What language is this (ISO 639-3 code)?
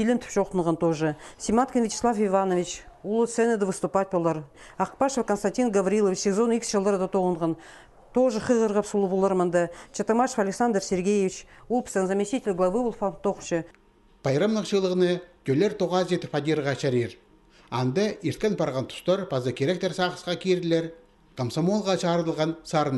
kjh